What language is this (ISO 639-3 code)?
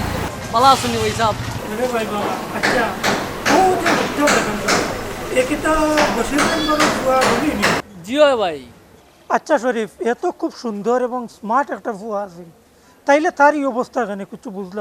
syl